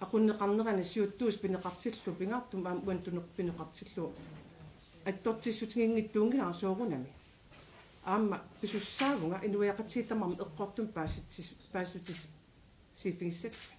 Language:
Kalaallisut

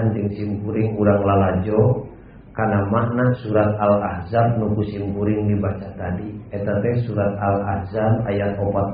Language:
Sundanese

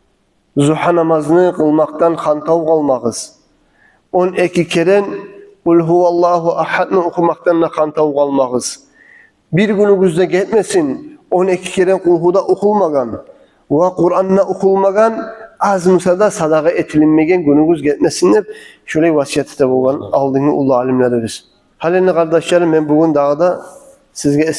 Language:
Kumyk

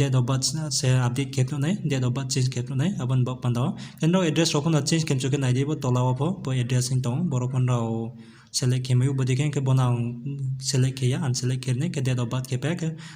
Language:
Riang (India)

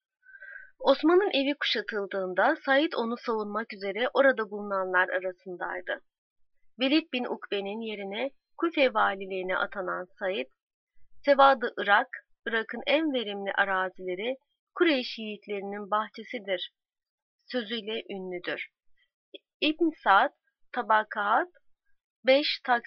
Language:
Turkish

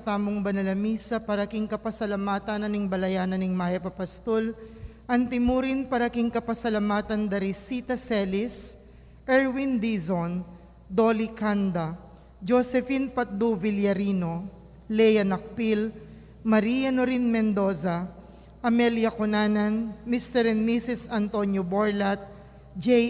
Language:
Pampanga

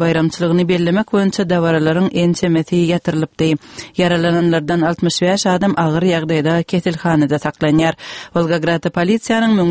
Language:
Turkmen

